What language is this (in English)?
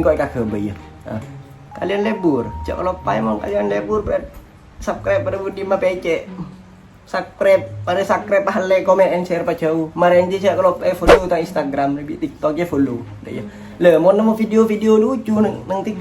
Madurese